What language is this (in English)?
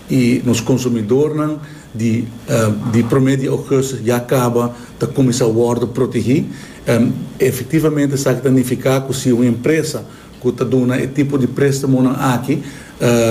Papiamento